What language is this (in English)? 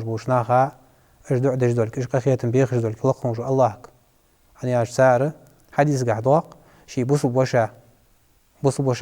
Ingush